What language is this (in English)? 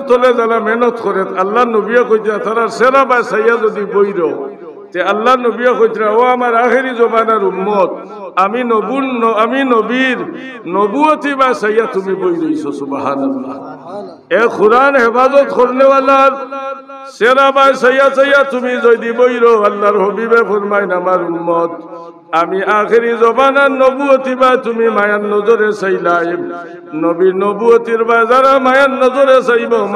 Sylheti